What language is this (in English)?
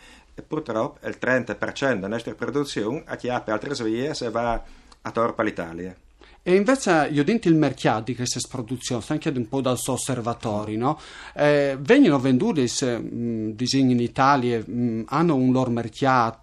Friulian